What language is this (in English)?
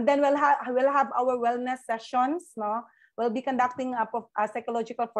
Filipino